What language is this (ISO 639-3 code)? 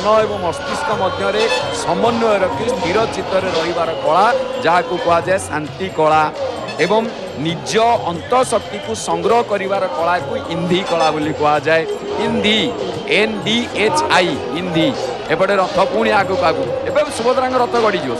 ori